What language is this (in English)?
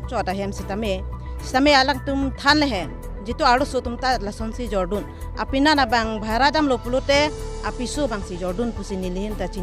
Karbi